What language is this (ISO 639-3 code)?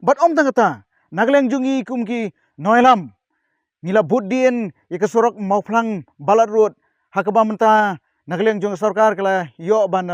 kha